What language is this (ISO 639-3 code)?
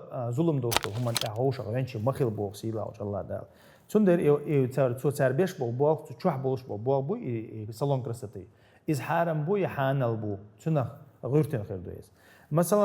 che